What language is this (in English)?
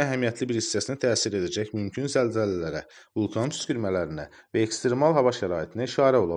Azerbaijani